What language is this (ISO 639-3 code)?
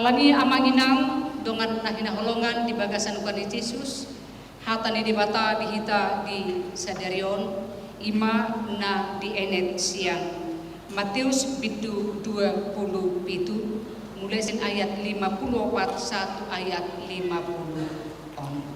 bbc